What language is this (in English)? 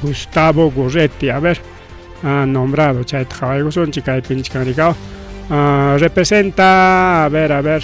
Ayacucho Quechua